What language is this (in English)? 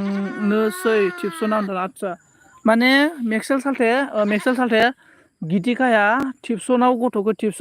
Bodo